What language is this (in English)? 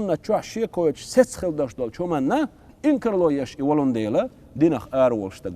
Chechen